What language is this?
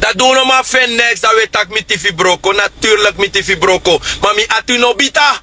Sranan Tongo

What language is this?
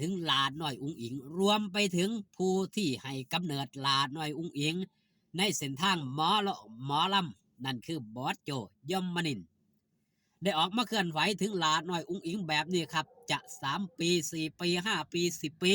Northeastern Thai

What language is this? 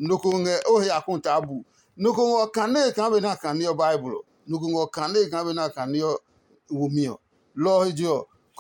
Adangme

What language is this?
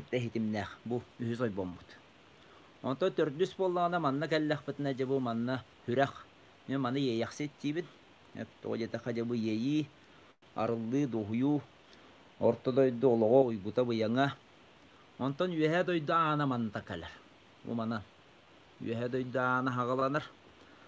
Yakut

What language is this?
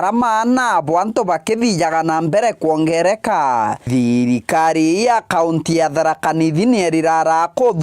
Meru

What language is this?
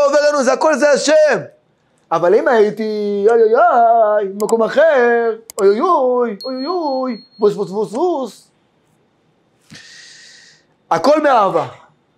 Hebrew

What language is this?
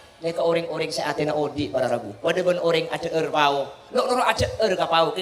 Madurese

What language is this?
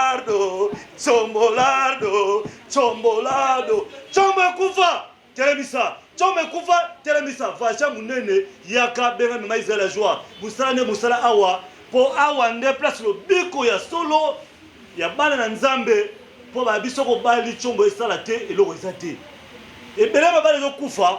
Lingala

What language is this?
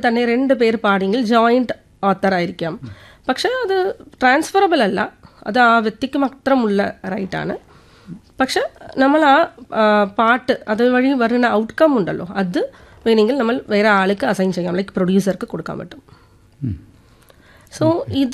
Malayalam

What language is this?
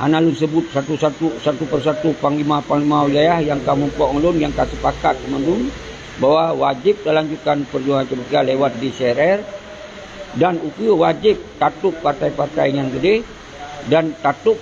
Achinese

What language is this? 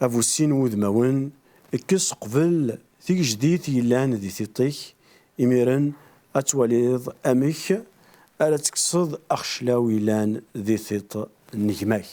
Kabyle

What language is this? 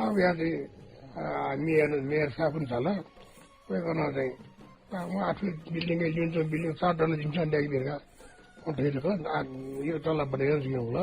Newari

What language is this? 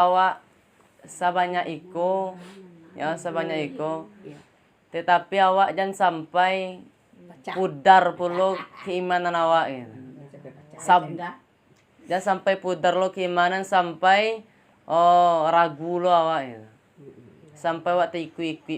Minangkabau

